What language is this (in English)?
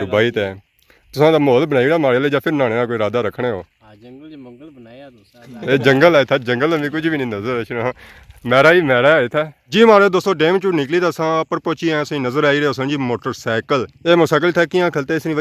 Pahari-Potwari